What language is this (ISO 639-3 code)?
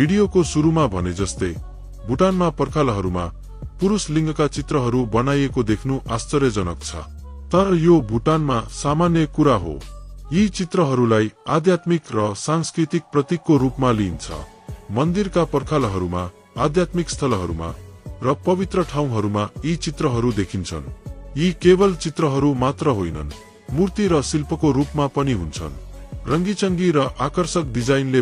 nep